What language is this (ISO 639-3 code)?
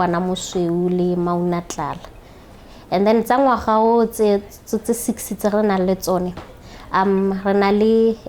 tsn